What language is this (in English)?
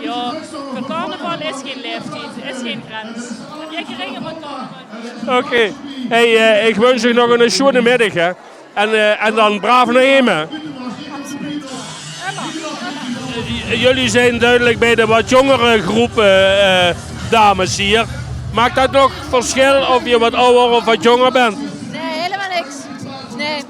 Limburgish